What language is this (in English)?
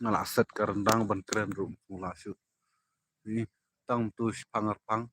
Khasi